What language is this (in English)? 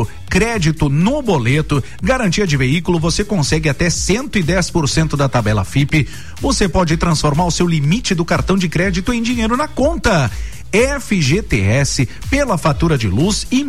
Portuguese